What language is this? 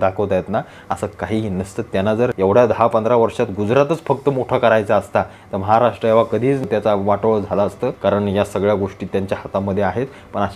Marathi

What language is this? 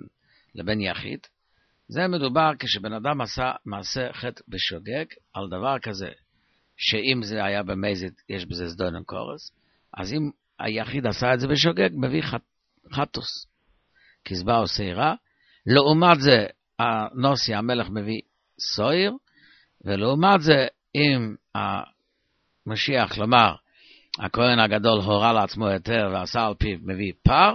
Hebrew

